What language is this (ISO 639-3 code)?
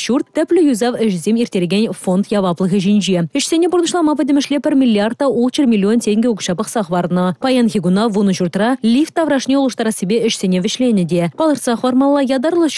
chv